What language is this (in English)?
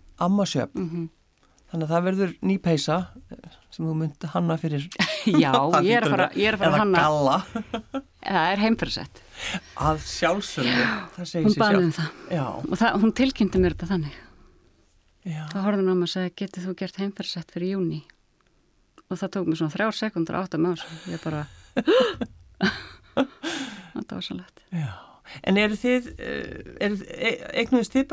Icelandic